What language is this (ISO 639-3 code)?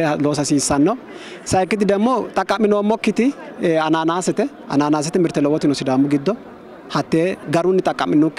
sid